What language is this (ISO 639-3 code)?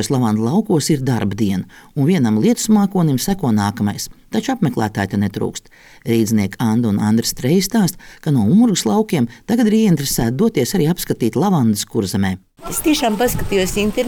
lav